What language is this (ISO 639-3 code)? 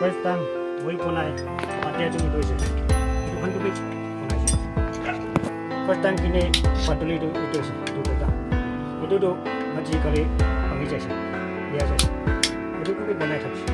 nag